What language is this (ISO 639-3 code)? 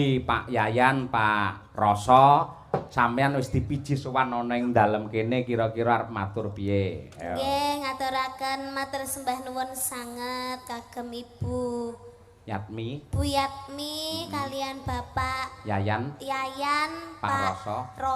jav